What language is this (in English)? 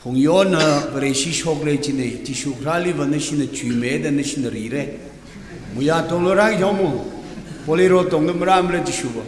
Tangkhul Naga (India)